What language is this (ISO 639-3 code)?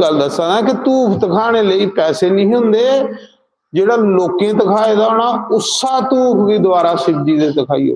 doi